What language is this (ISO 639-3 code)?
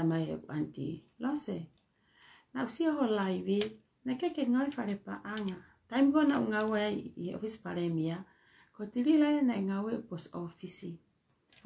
ton